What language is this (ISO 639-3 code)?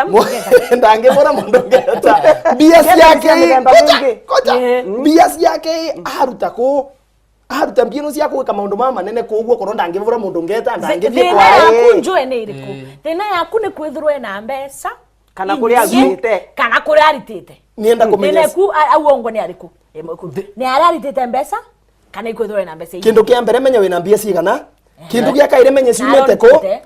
mer